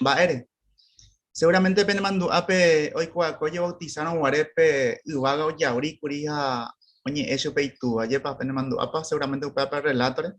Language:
Guarani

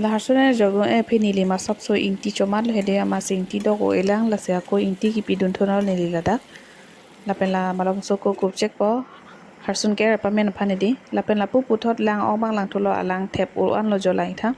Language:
Karbi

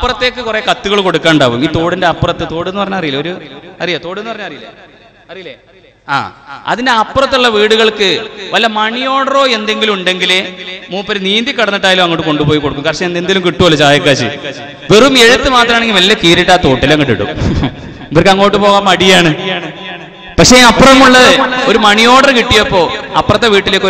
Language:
Malayalam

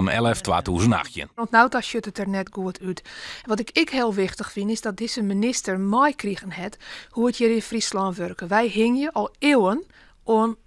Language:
Western Frisian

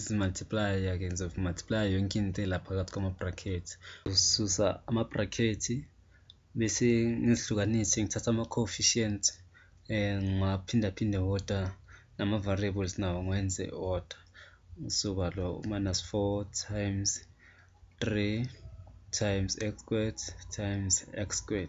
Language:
Zulu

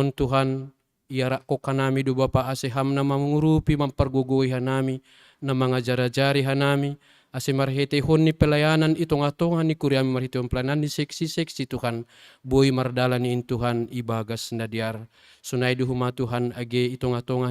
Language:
Batak Simalungun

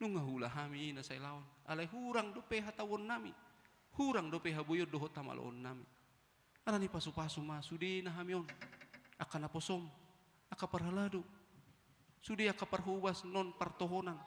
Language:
Batak Toba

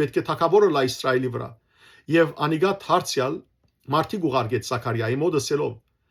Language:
Western Armenian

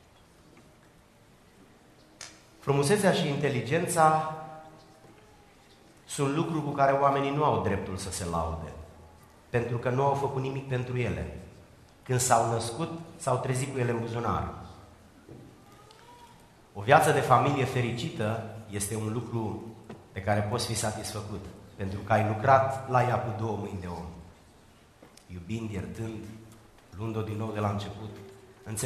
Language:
Romanian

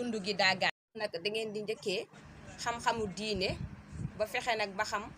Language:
Wolof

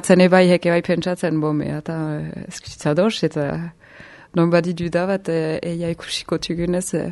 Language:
Basque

